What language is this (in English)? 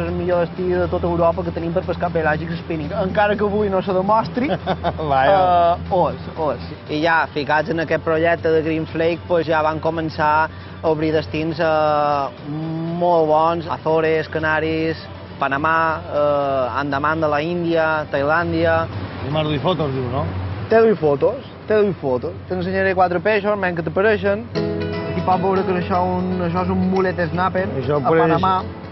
Catalan